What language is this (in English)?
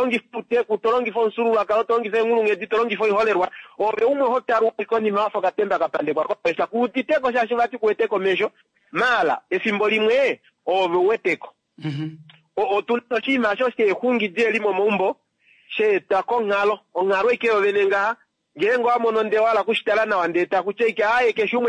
Kuanyama